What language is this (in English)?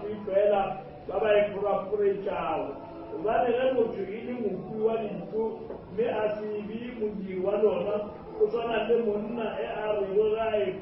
Northern Sotho